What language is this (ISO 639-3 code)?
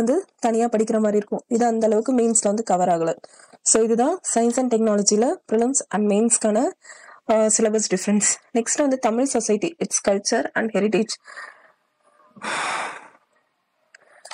tam